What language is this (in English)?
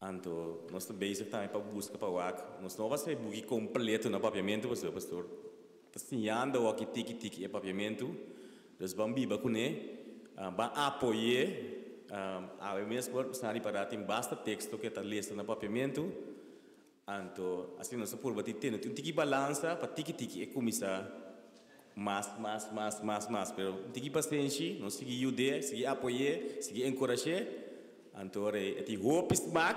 Papiamento